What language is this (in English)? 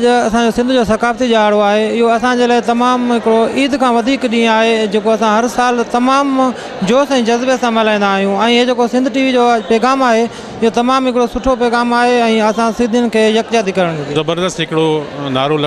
Sindhi